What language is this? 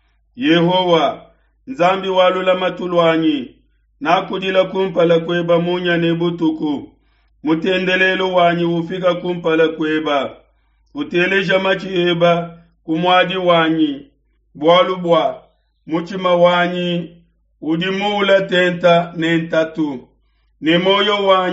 Luba-Lulua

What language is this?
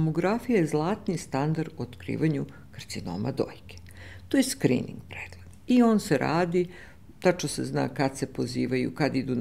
Serbian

